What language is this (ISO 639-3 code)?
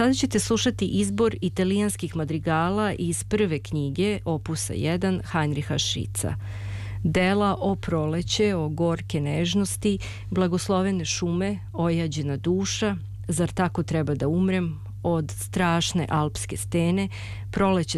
srp